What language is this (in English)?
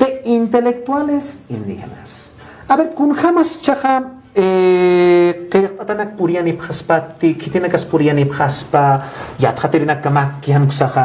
Aymara